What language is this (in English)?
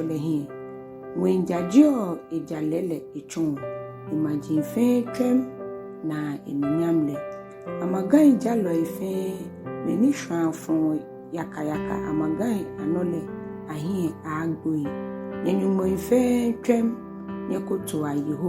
Ga